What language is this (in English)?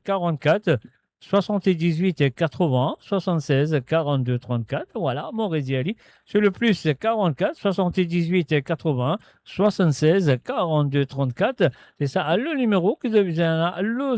Morisyen